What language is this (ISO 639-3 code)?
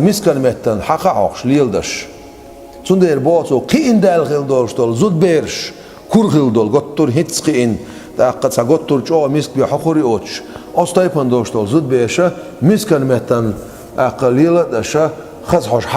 che